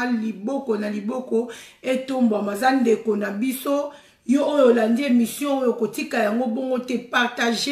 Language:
Lingala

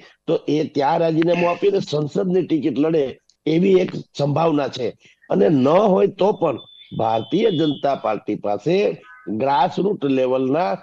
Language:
Gujarati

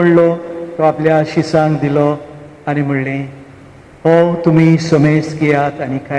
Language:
Konkani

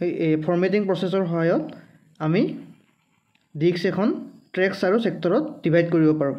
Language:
Assamese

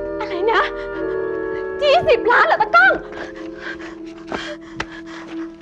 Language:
Thai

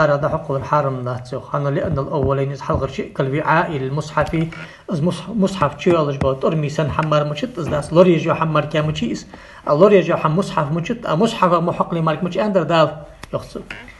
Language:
Ingush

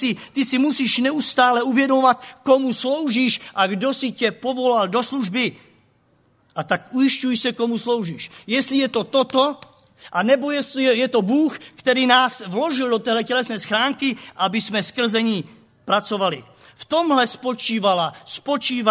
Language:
Czech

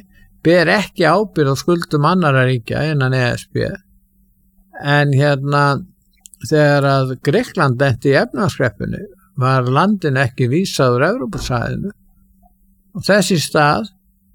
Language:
Icelandic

